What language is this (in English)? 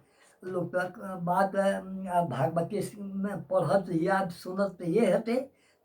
Maithili